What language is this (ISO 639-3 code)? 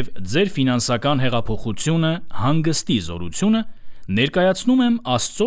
hye